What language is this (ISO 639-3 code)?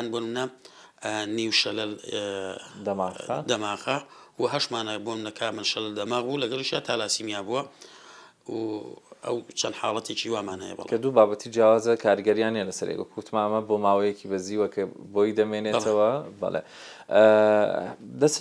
ckb